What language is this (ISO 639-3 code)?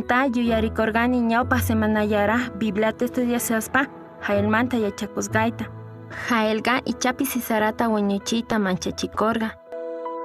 que